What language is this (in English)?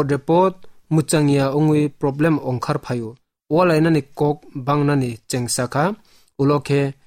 Kok Borok